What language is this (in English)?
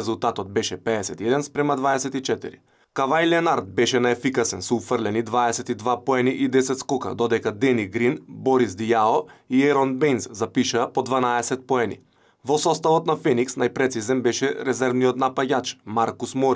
Macedonian